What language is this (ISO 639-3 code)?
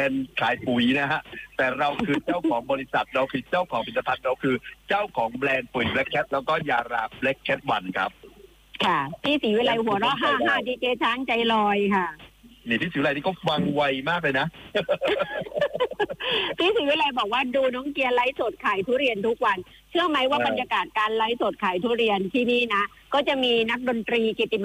tha